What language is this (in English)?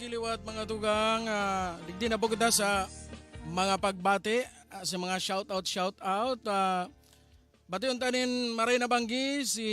Bikol